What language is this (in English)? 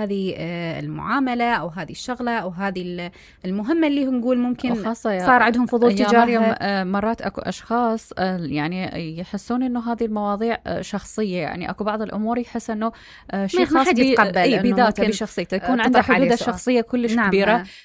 Mesopotamian Arabic